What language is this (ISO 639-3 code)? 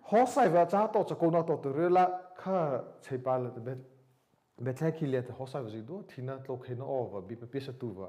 mrh